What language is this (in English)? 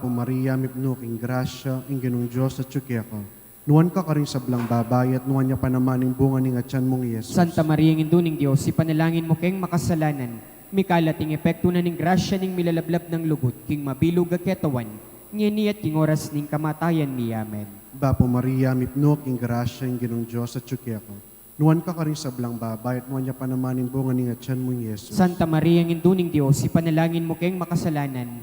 Pampanga